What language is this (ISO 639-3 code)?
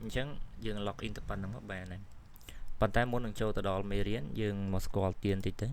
khm